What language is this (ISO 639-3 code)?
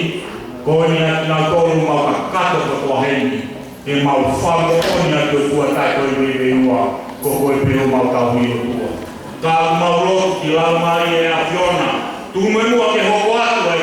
ton